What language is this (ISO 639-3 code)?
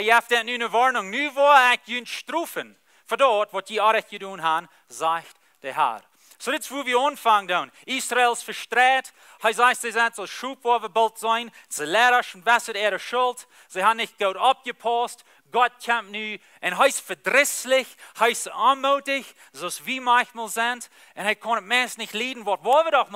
pdt